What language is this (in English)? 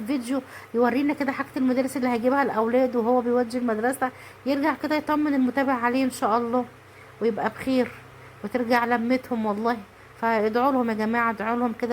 Egyptian Arabic